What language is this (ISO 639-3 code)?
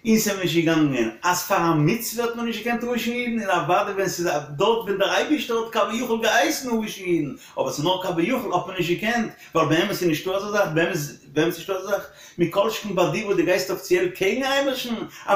yid